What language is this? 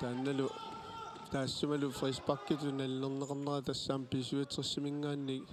Kalaallisut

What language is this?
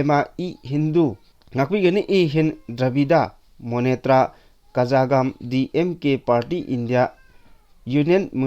Manipuri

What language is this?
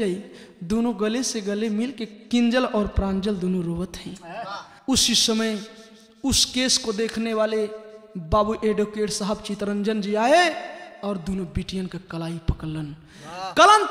Bhojpuri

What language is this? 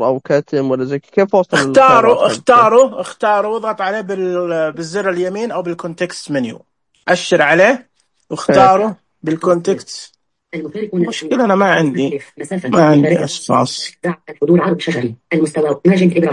Najdi Arabic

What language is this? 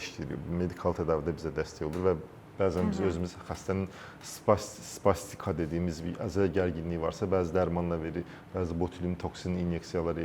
Azerbaijani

